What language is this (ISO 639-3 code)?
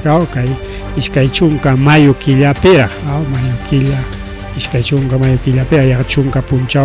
quy